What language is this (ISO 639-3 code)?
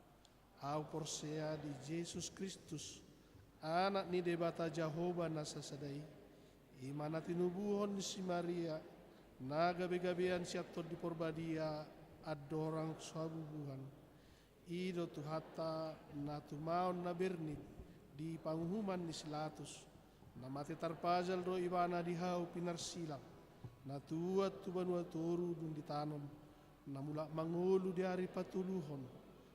bbc